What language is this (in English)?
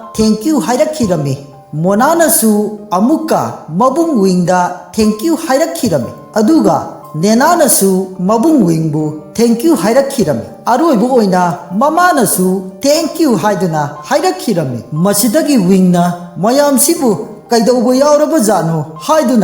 Manipuri